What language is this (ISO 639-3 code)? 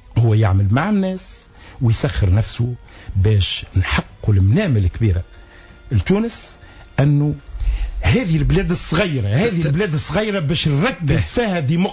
aeb